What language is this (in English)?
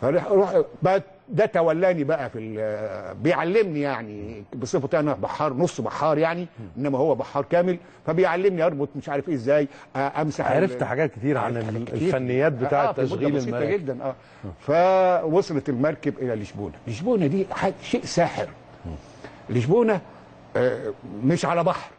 Egyptian Arabic